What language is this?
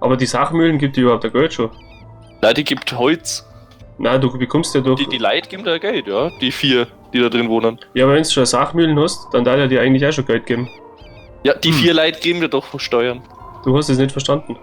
Bavarian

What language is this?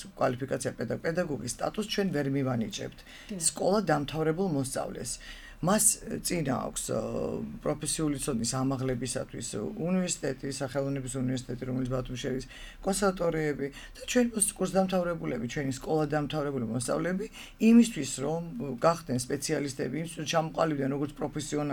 Georgian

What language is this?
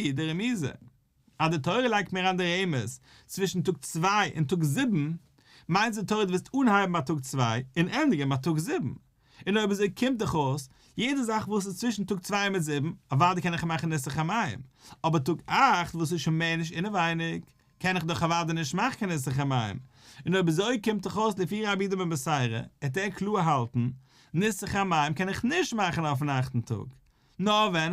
Yiddish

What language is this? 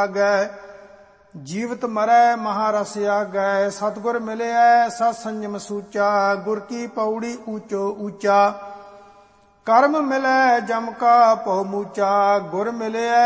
Punjabi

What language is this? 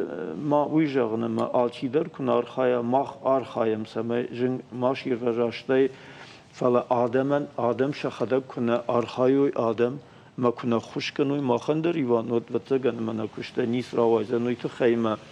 Ossetic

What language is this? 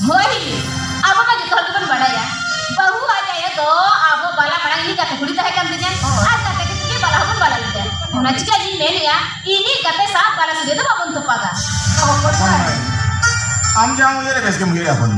Santali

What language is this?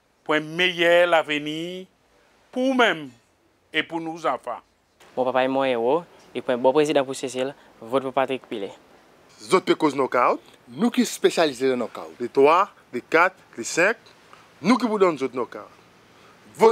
Seselwa Creole French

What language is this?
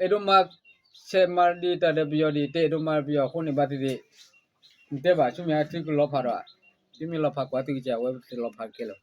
S'gaw Karen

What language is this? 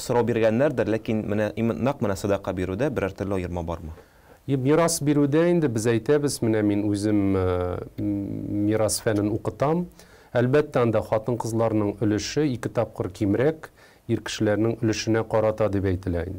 Tatar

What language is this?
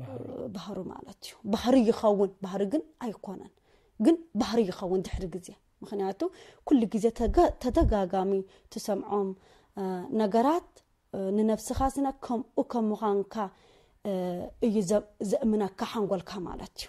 Tigrinya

